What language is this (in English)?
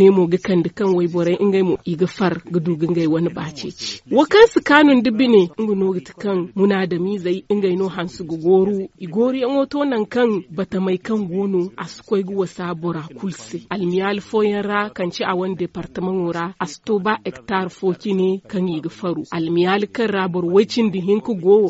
Zarma